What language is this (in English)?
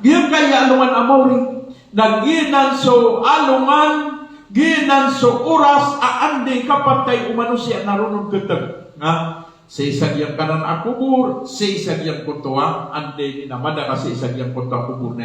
Maranao